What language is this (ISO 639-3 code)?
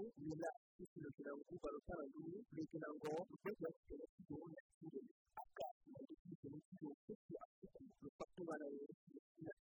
swa